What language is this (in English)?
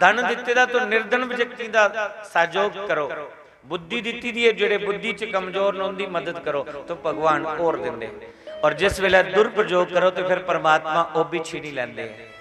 Dogri